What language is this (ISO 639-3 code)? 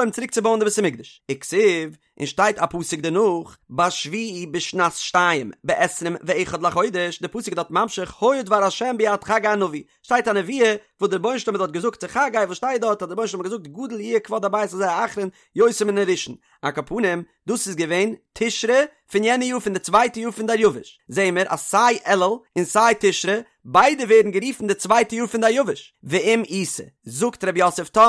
yid